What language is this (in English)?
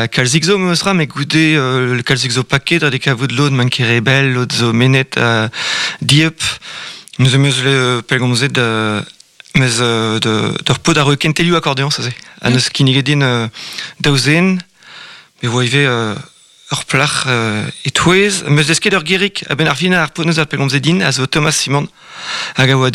Breton